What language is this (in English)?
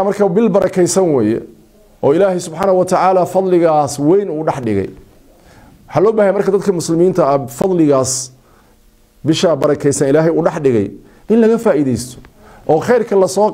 Somali